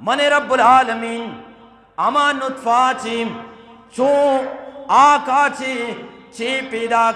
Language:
Eastern Balochi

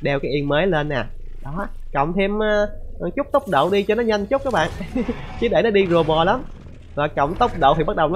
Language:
Vietnamese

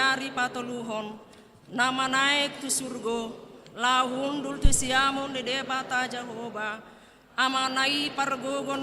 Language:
Batak Toba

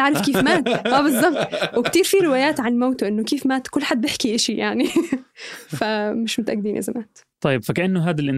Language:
North Levantine Arabic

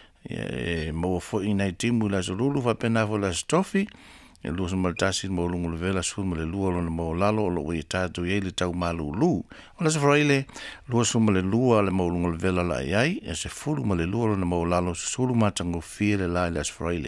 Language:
Samoan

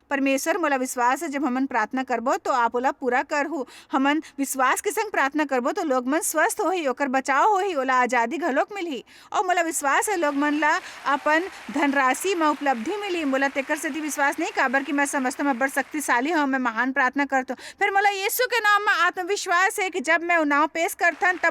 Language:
Chhattisgarhi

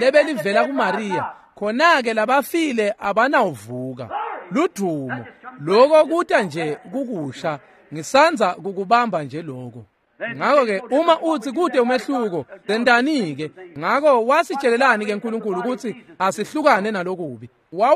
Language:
Swati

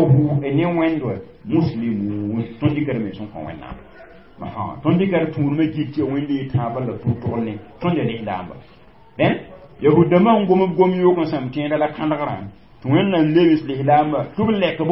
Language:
Mossi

